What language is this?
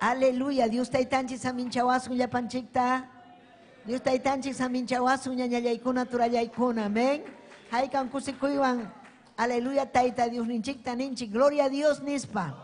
Ayacucho Quechua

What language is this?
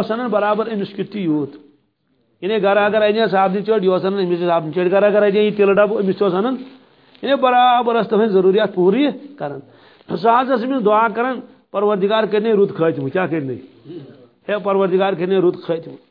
Kashmiri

